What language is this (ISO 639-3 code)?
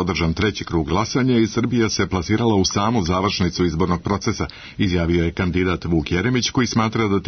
srp